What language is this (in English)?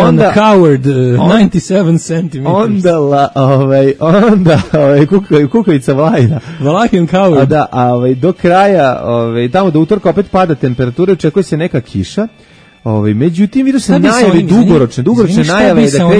Serbian